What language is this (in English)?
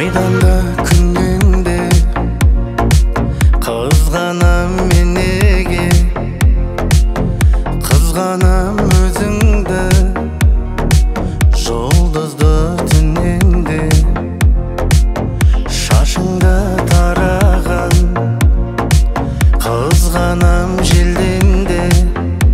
Kazakh